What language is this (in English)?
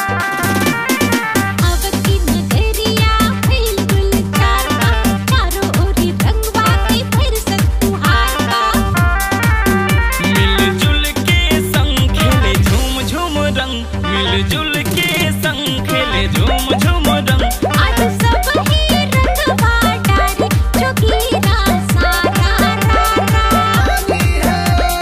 Bhojpuri